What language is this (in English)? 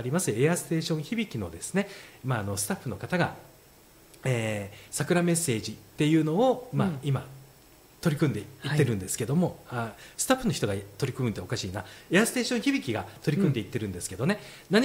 Japanese